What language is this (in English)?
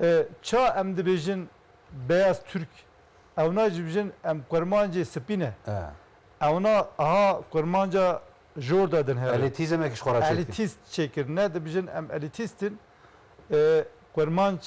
Zaza